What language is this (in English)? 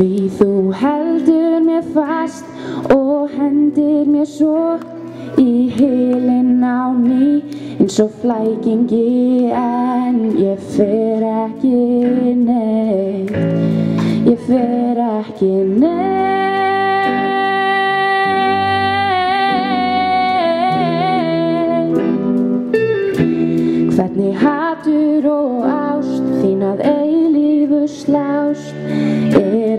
Icelandic